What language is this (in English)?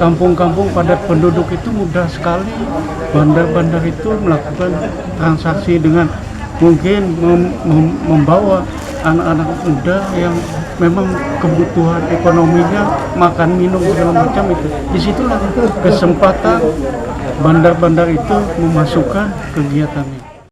Banjar